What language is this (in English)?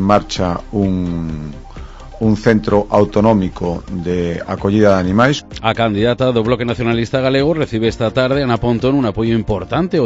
Galician